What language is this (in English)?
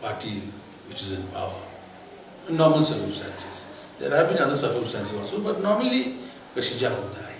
Khasi